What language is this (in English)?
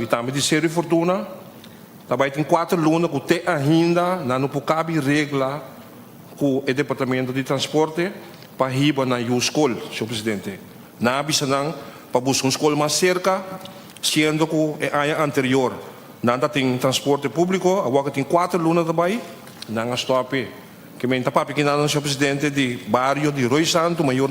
Papiamento